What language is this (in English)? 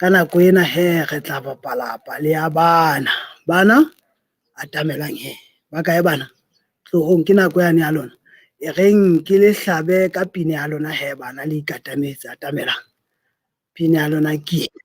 Southern Sotho